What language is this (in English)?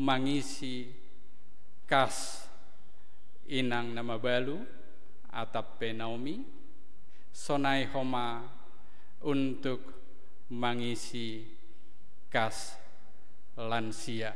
Batak Simalungun